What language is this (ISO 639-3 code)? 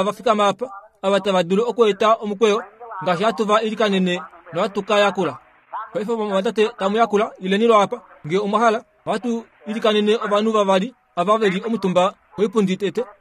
kua